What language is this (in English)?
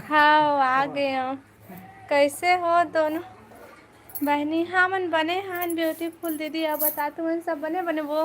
Chhattisgarhi